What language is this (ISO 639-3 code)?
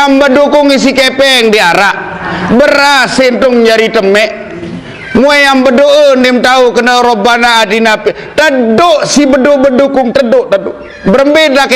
sas